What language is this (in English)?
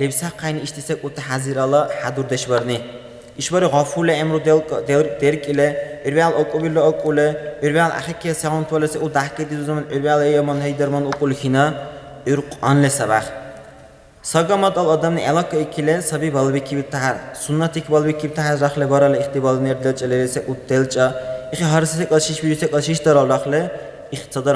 Dargwa